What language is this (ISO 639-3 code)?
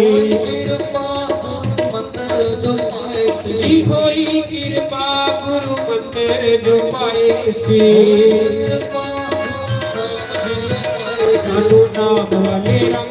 doi